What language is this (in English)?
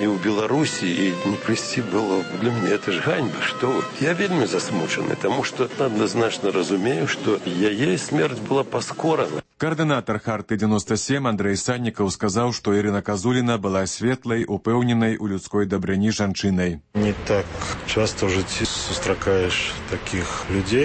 Belarusian